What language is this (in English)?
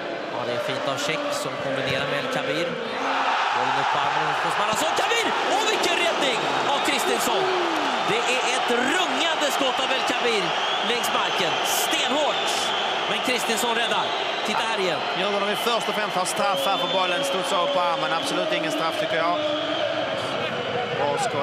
Swedish